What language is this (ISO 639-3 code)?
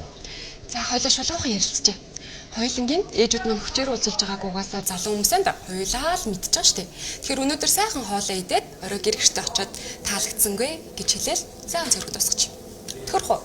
mon